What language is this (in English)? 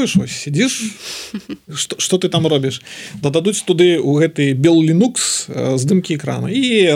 Belarusian